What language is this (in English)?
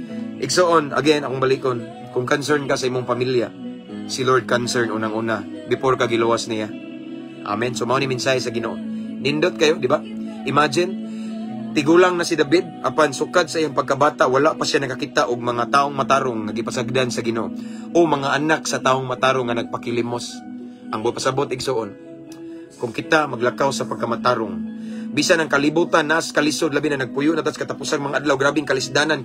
Cebuano